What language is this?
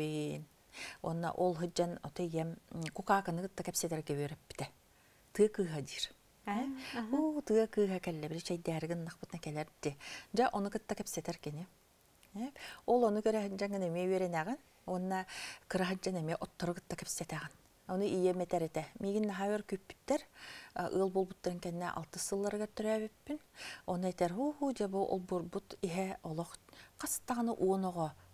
Yakut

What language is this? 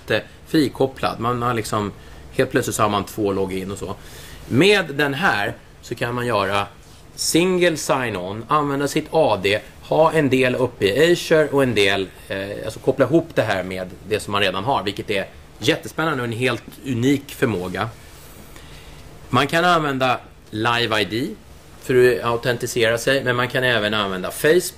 Swedish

